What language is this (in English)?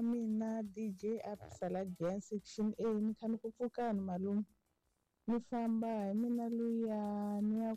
Tsonga